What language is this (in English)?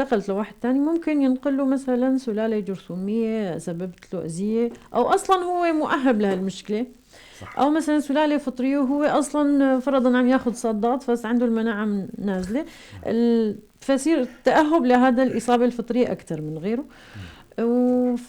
North Levantine Arabic